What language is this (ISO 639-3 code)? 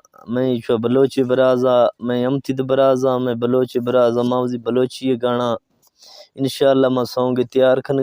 skr